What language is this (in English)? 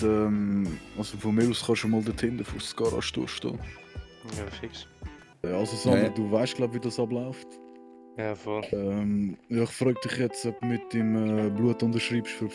Swiss German